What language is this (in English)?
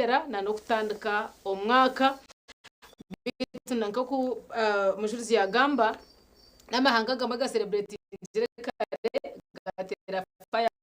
Nyankole